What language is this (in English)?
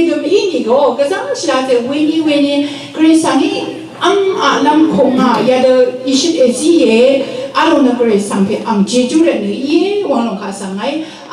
Rawang